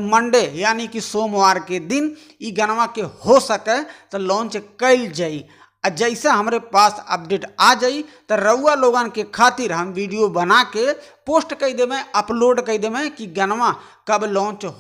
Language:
Bhojpuri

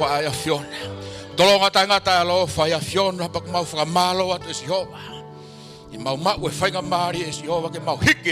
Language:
Tongan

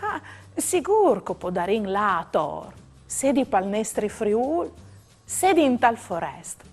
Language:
Friulian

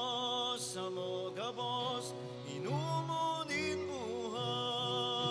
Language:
Bikol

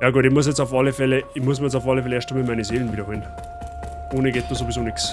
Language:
Bavarian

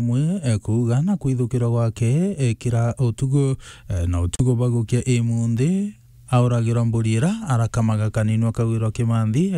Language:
Meru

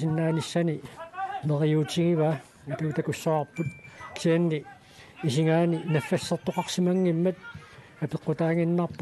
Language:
Kalaallisut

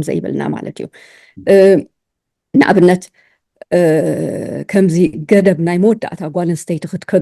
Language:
Tigrinya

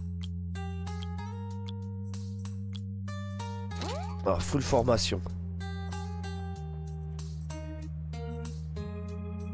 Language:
French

